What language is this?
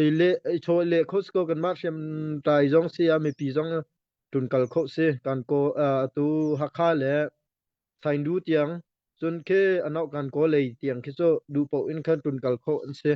Hakha Chin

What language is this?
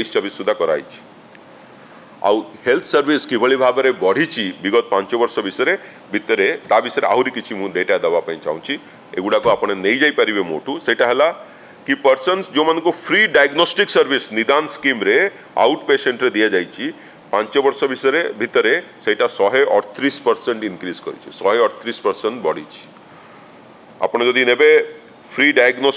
Odia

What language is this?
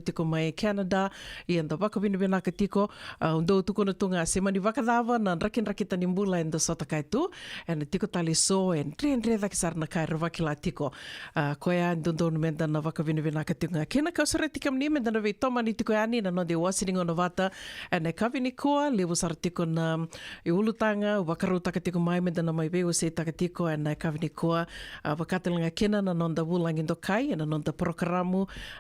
Fijian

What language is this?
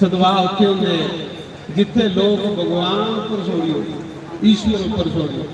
Dogri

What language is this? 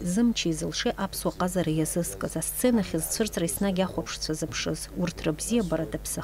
Abkhazian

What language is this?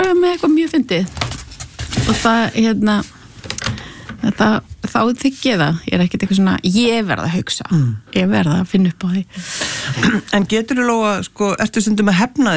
Icelandic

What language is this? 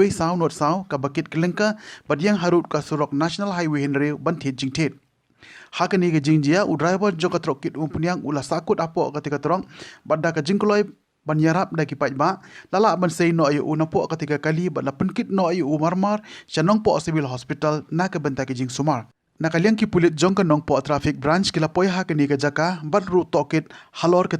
Khasi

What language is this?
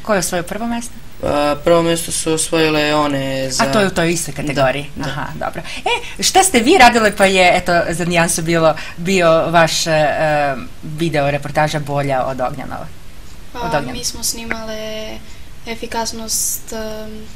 Serbian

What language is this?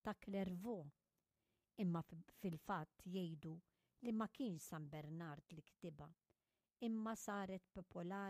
Maltese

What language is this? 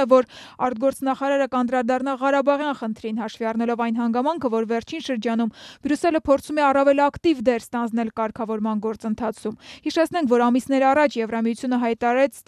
Armenian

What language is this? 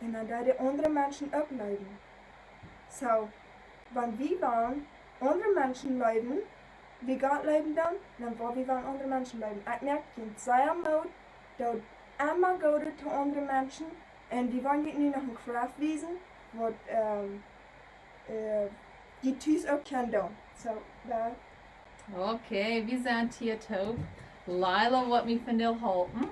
Plautdietsch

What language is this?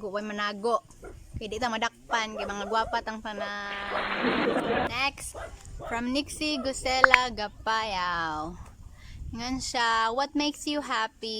Cebuano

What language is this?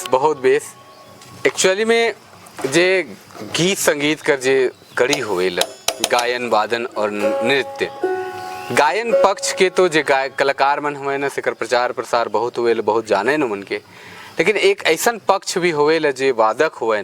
Sadri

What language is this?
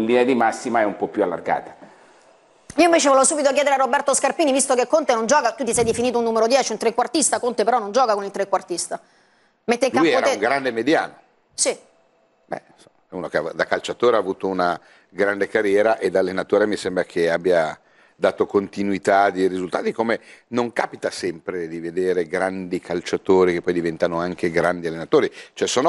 Italian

